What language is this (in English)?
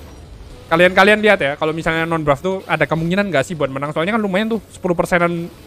Indonesian